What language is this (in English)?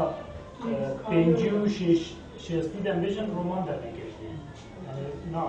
Kurdish